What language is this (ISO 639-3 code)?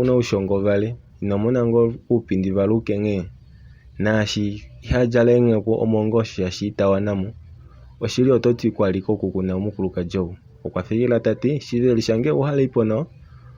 kua